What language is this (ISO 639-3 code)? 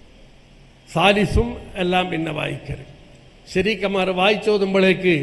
mal